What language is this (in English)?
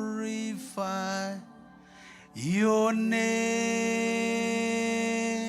Marshallese